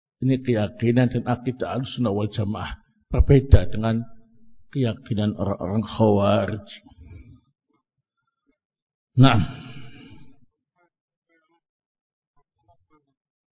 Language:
Indonesian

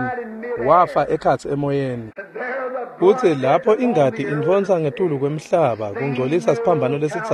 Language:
Swati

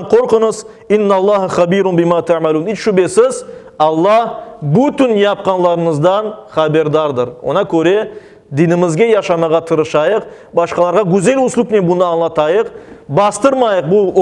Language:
Crimean Tatar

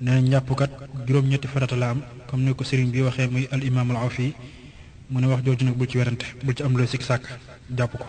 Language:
Wolof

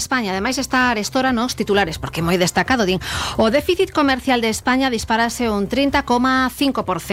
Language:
Galician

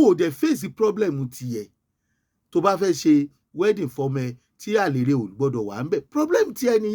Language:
Yoruba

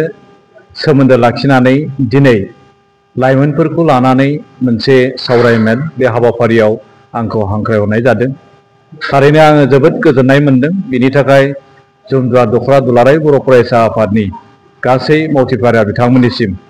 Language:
Bodo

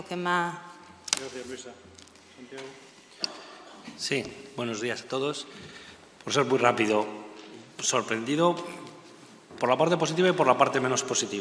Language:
Spanish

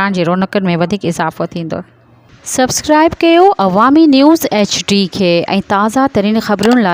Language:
Sindhi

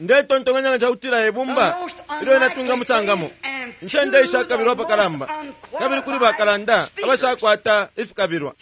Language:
Bemba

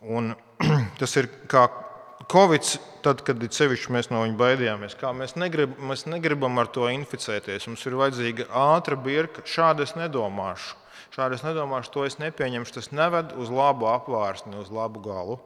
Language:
Latvian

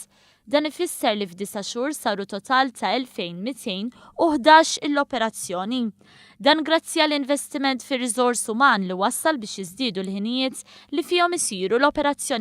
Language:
Maltese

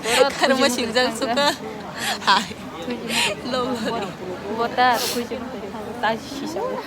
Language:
Kok Borok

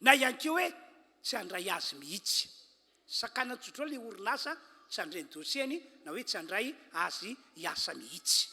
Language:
Malagasy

